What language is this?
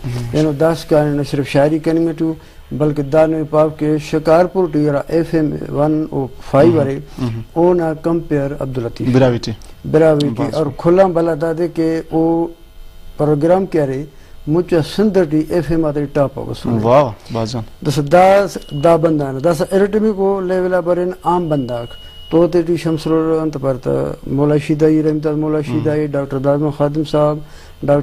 Brahui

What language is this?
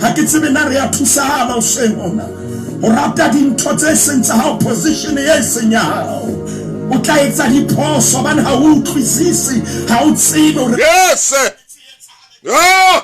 Southern Sotho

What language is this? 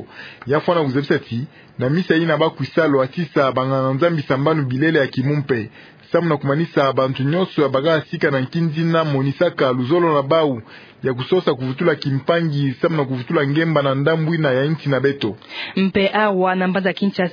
Kituba (Democratic Republic of Congo)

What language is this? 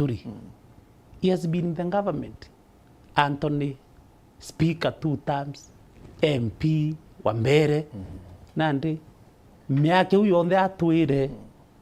Meru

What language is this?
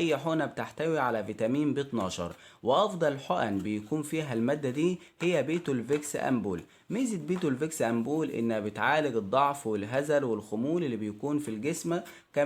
Egyptian Arabic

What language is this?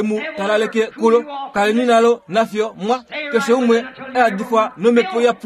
Kuanyama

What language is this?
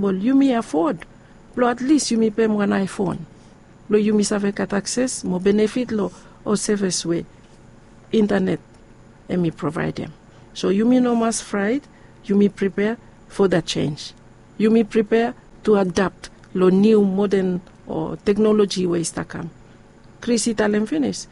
Bislama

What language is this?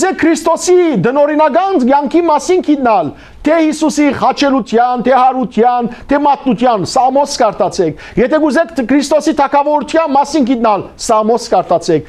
Western Armenian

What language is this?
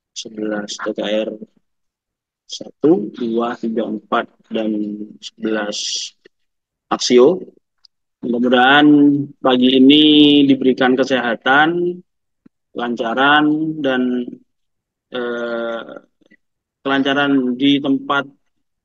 Indonesian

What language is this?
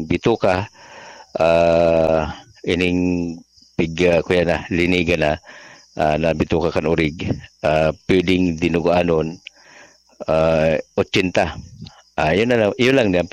Bikol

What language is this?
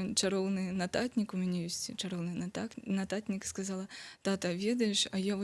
Belarusian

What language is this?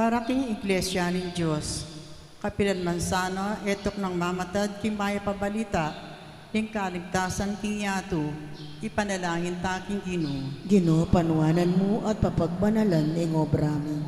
Pampanga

